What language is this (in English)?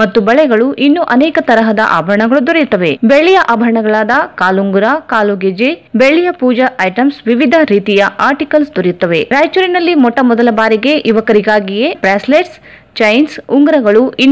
Kannada